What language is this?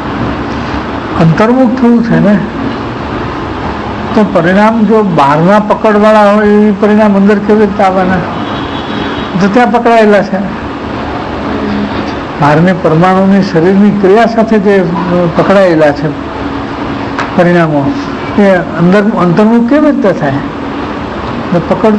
Gujarati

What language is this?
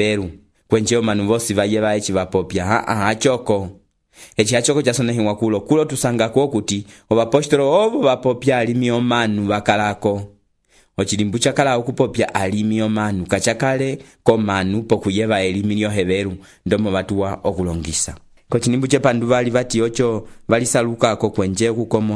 Umbundu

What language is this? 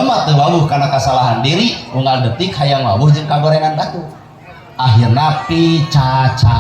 Sundanese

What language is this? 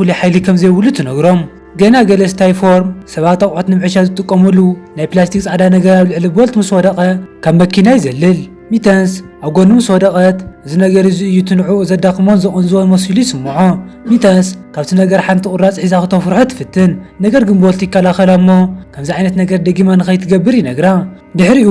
Tigrinya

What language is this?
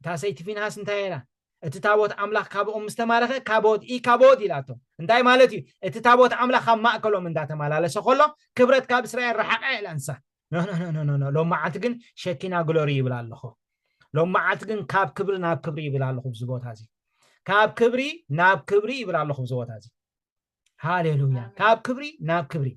Tigrinya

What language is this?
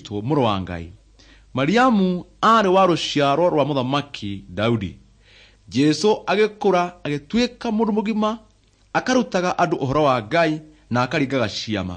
Kikuyu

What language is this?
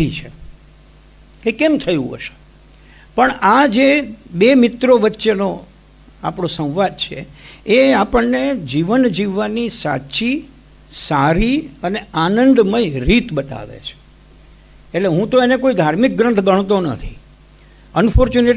Gujarati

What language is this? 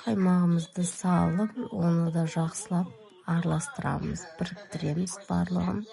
Kazakh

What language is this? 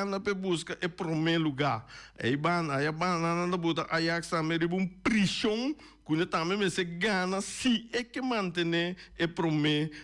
Papiamento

